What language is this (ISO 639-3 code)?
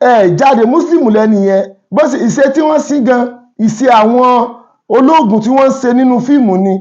yor